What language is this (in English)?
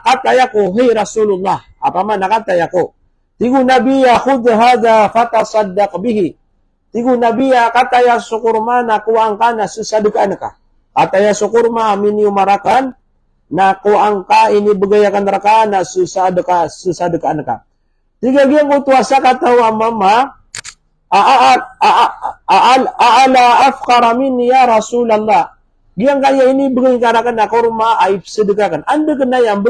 Maranao